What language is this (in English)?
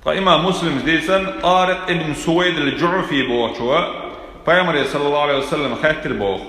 Chechen